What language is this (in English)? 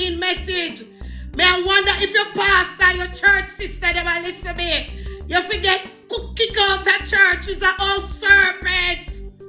Jamaican Creole English